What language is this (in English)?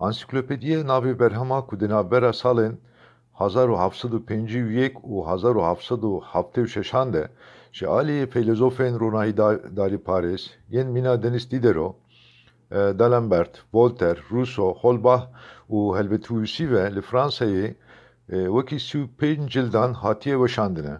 Kurdish